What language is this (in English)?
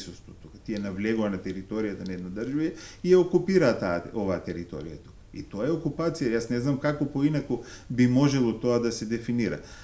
Macedonian